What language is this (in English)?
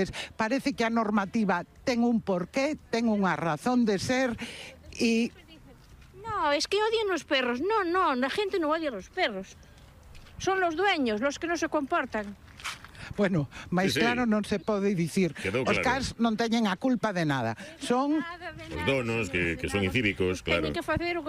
Galician